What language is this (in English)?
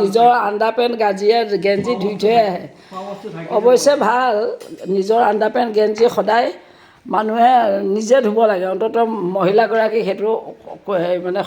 Assamese